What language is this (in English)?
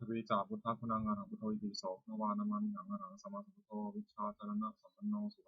Pali